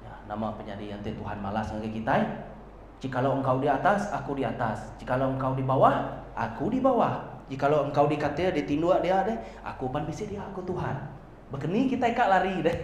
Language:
Iban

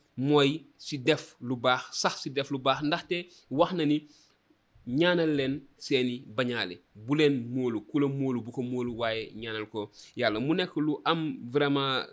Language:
Wolof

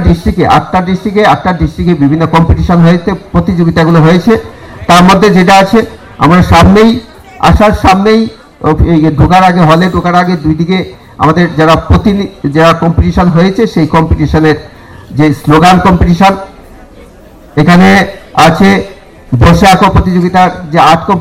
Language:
Bangla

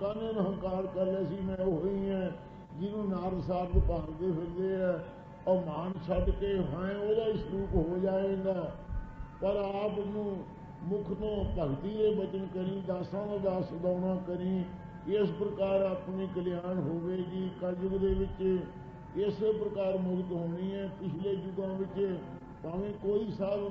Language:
Punjabi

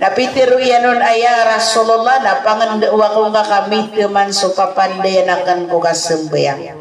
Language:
Maranao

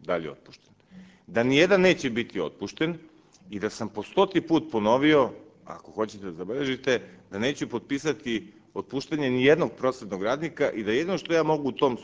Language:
Serbian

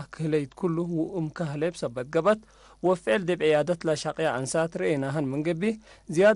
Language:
Tigre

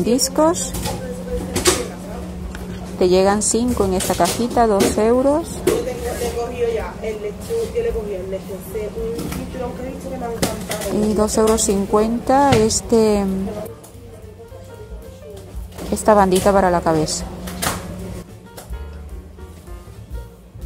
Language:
Spanish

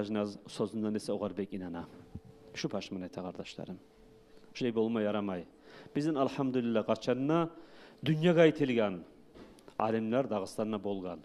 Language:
Kumyk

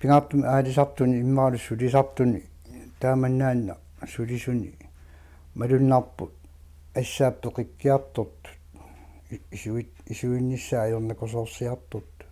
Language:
Kalaallisut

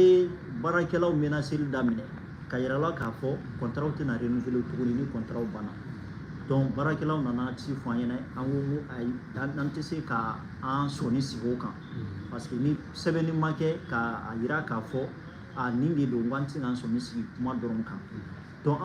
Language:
Bambara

